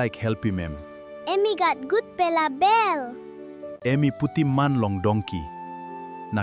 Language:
Tok Pisin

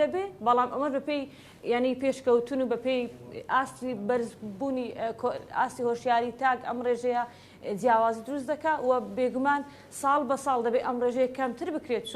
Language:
Central Kurdish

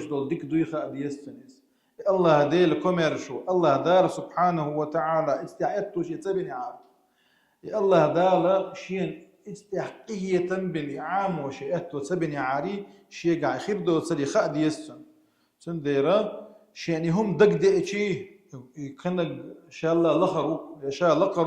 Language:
Chechen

